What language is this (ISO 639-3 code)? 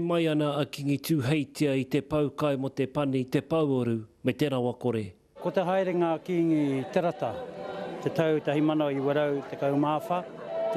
mri